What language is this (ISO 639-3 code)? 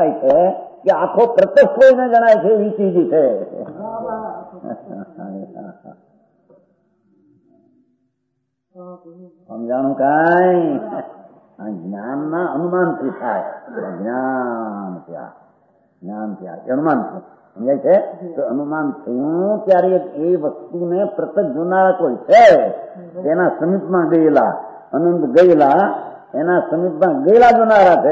guj